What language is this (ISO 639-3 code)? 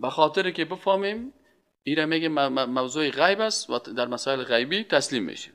fas